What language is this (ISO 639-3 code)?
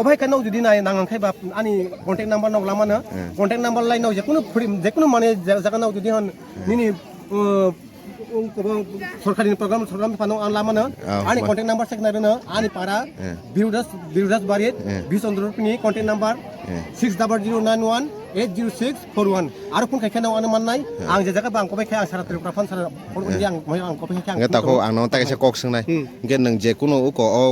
trp